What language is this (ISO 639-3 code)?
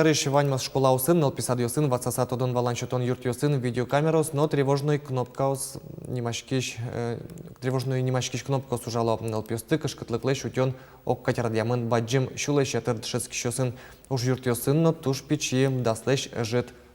udm